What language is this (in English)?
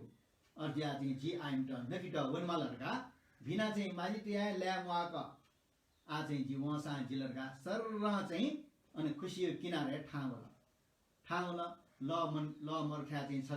Newari